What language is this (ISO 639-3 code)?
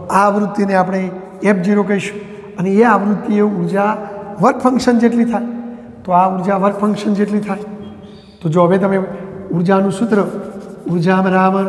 guj